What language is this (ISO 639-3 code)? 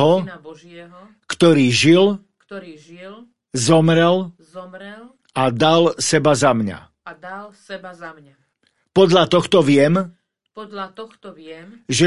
slk